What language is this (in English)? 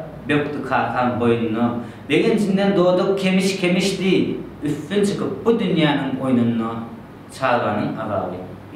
Turkmen